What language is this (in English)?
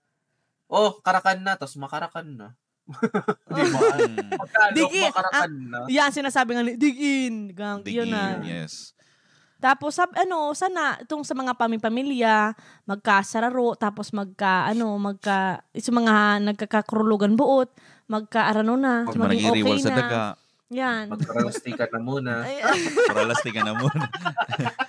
Bikol